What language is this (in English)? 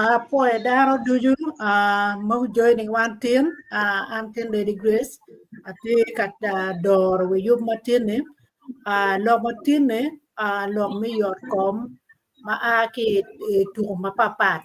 Acoli